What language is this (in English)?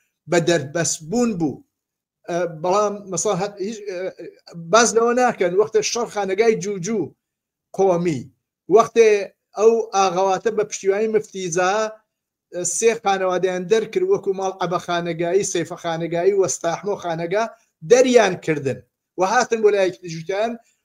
Central Kurdish